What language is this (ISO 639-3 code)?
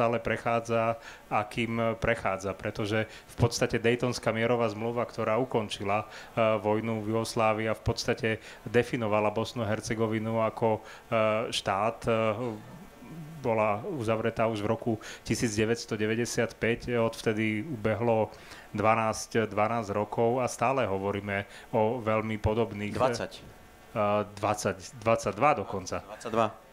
slk